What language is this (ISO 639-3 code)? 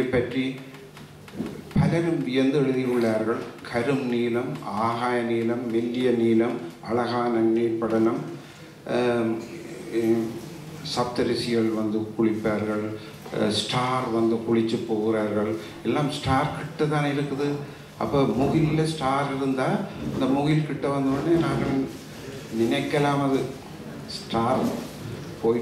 tam